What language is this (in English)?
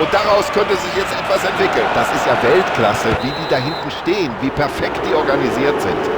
Bavarian